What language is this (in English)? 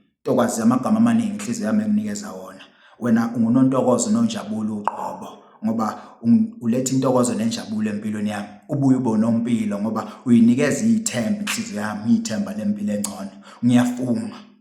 Zulu